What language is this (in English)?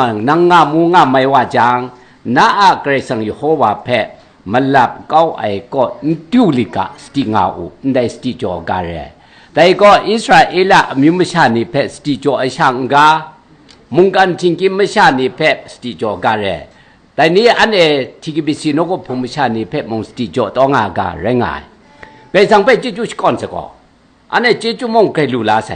Kachin